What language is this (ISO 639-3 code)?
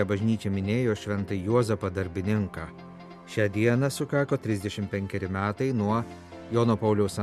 lit